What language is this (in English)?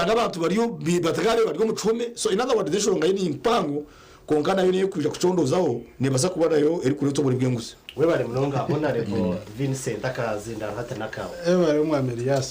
Nyankole